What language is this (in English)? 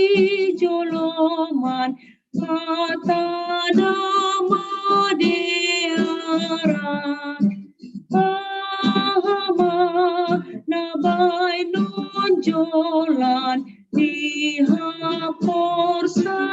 Batak Simalungun